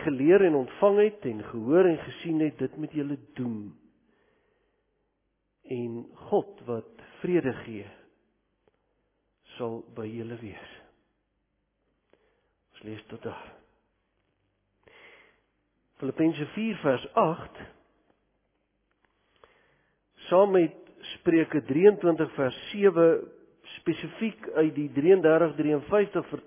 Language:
Afrikaans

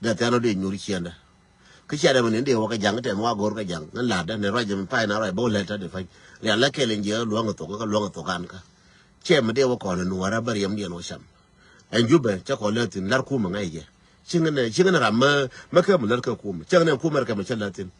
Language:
Nuer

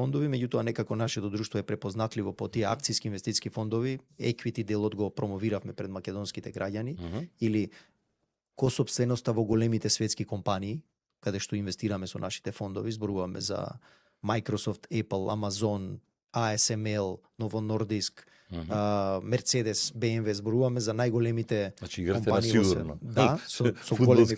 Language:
Macedonian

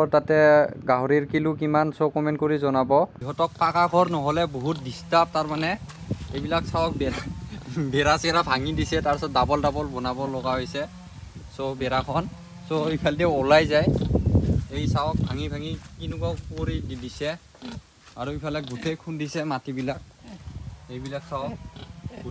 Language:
Assamese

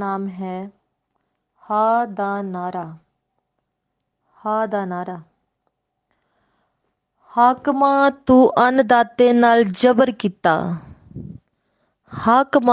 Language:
Punjabi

